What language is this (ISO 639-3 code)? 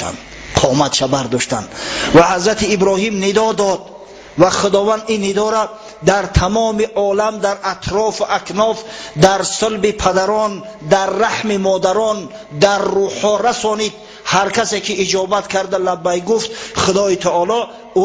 tgk